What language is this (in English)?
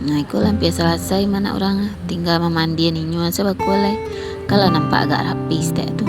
Minangkabau